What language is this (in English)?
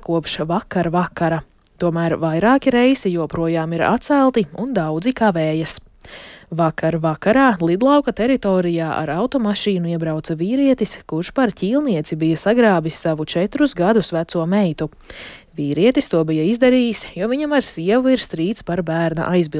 Latvian